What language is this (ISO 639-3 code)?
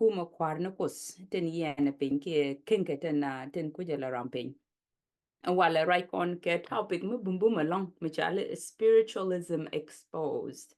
nus